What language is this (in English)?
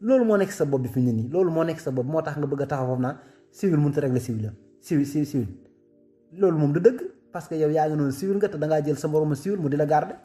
Wolof